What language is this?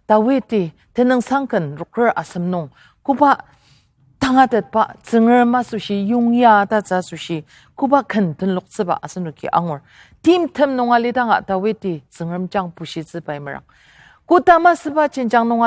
Ao Naga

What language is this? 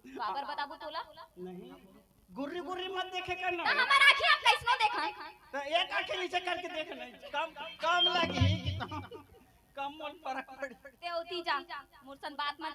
Chhattisgarhi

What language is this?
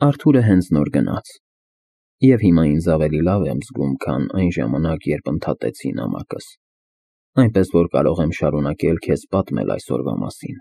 Armenian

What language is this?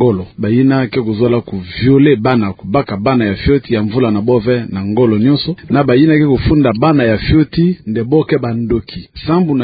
Kituba (Democratic Republic of Congo)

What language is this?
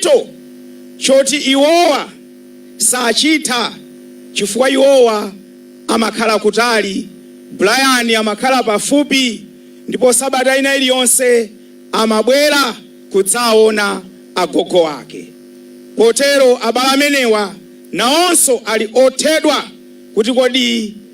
Nyanja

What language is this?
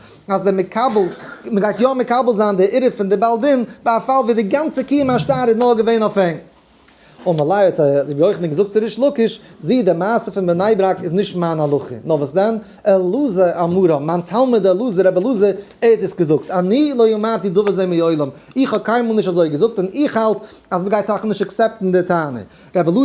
Yiddish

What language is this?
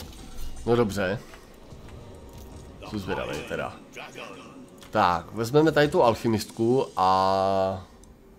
Czech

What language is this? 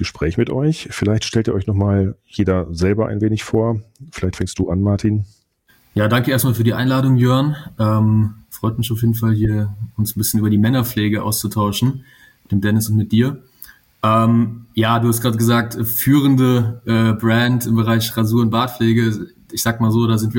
German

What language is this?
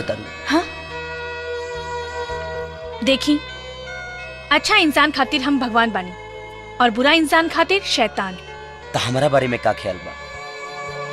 Bhojpuri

